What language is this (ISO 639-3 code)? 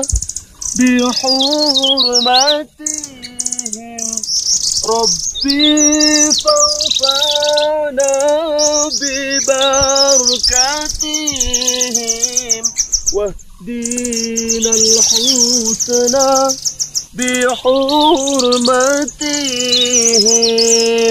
msa